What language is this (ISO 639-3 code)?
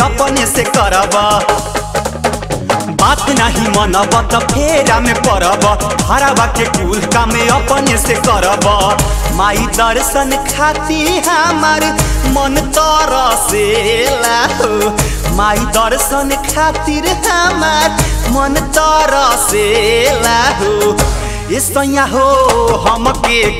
bho